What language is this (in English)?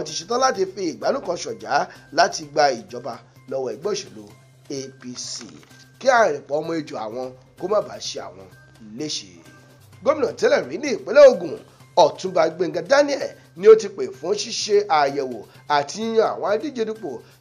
Yoruba